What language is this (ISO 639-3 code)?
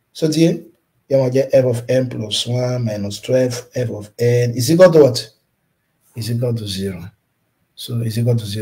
yor